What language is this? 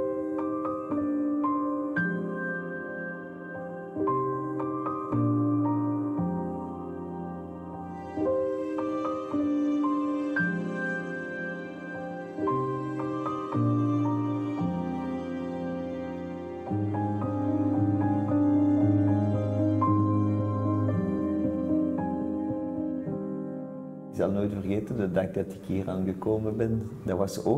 Dutch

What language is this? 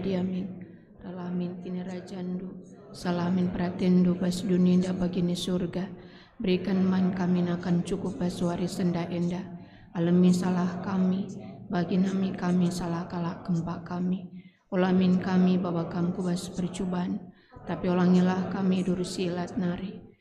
Batak Karo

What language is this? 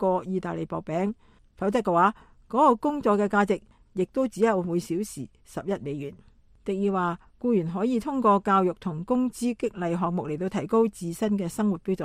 Cantonese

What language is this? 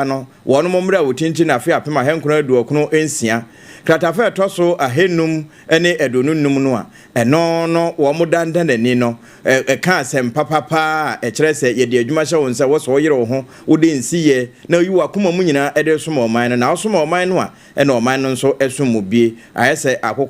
Akan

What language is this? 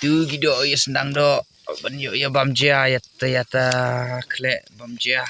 Khasi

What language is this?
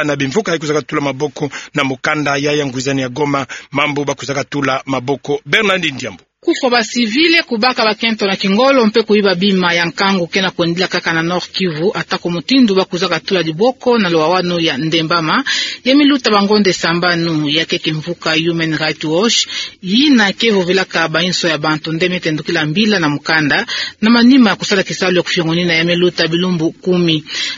Kituba (Democratic Republic of Congo)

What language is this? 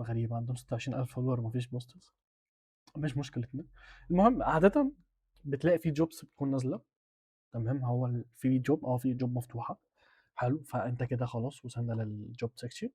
Egyptian Arabic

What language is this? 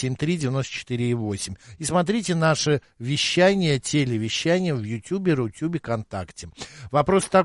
Russian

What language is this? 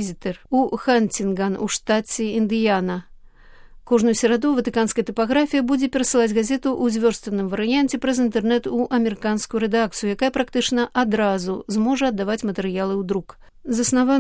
Belarusian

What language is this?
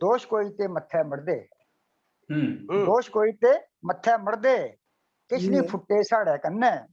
Dogri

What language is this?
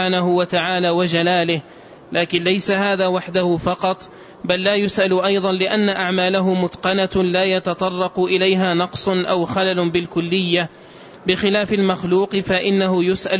Arabic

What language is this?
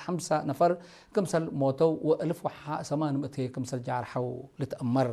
Tigre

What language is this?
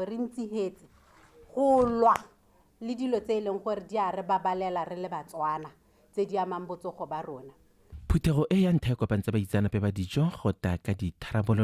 Tswana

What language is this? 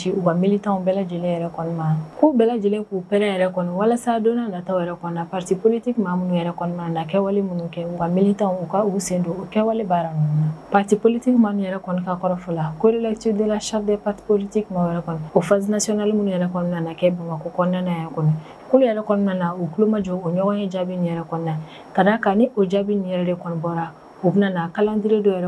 Bambara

